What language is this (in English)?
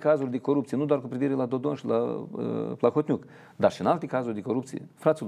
Romanian